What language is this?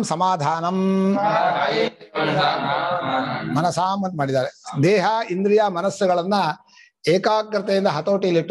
Kannada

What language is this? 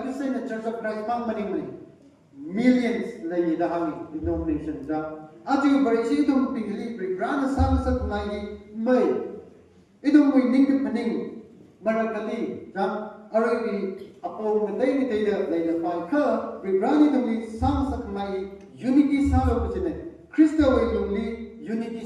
Tangkhul Naga (India)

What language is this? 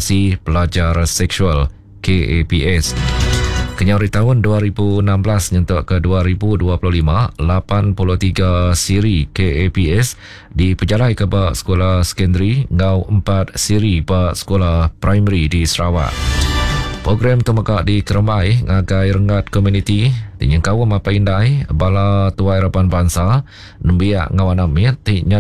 Iban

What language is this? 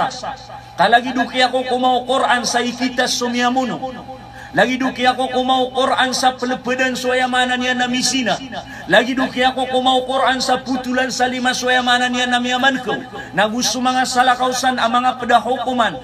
Maranao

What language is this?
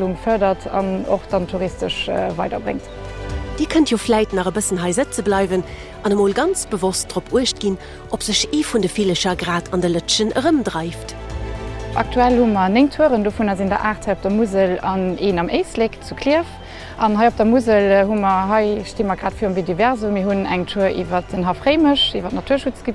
Luxembourgish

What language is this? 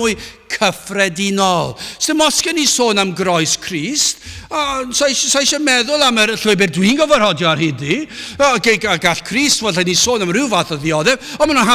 Welsh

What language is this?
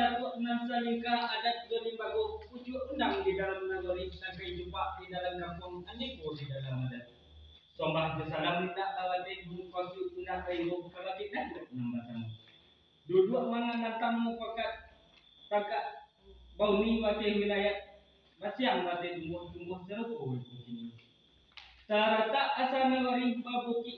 Minangkabau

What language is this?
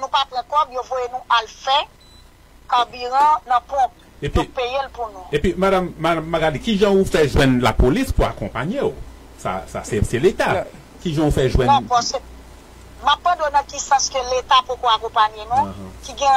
Haitian Creole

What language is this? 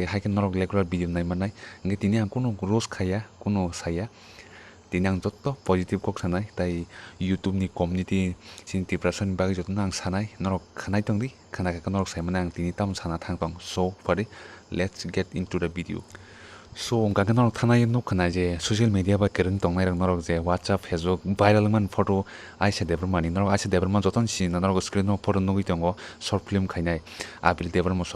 Kok Borok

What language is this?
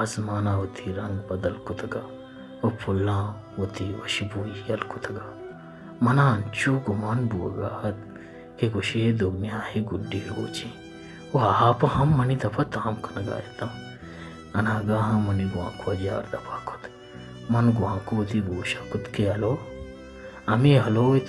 Baluchi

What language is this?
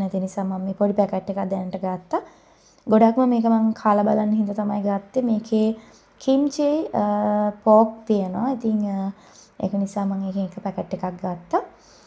Sinhala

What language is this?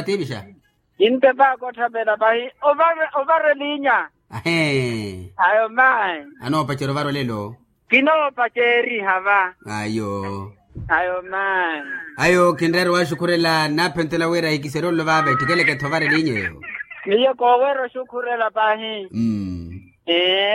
Makhuwa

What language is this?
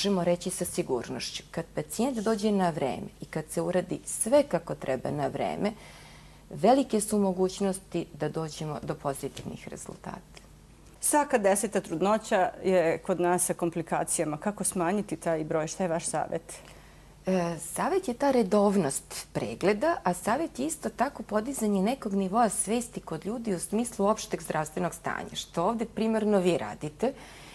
Serbian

